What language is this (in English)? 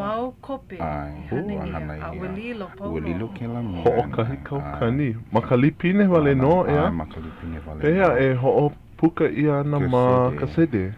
Hawaiian